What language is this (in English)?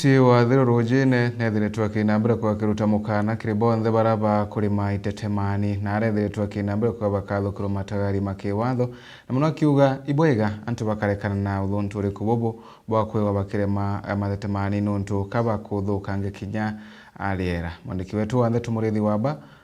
Meru